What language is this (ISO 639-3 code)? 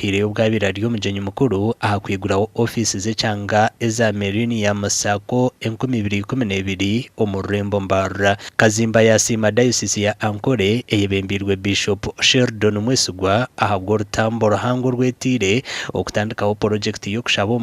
nyn